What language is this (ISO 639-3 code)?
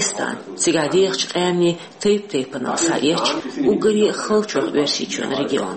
che